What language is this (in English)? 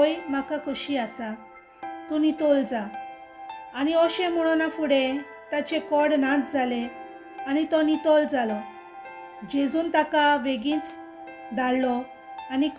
Konkani